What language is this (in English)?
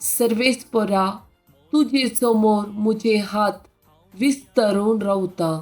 Konkani